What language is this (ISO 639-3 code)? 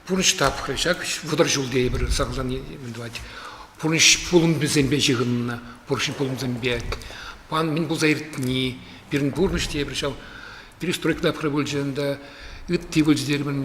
chv